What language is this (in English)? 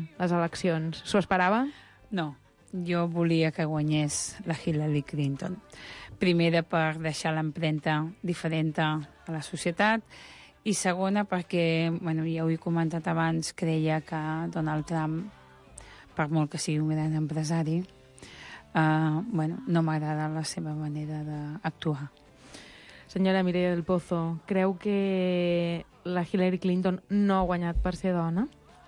Catalan